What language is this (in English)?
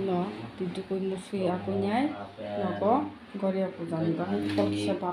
Kok Borok